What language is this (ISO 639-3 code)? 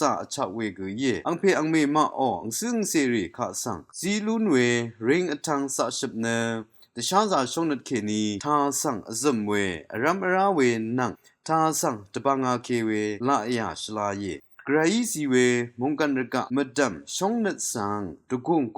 raw